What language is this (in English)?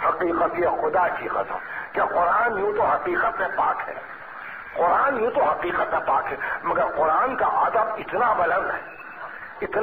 Urdu